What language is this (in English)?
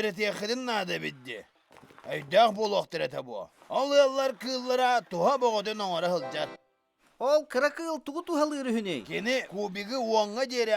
Yakut